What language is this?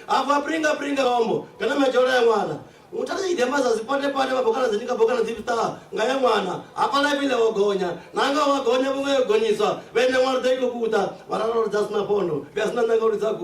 Venda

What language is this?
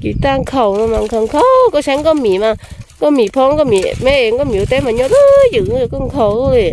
Hmong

